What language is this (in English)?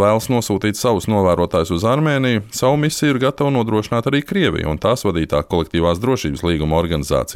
Latvian